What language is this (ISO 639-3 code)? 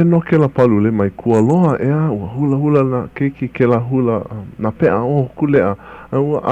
haw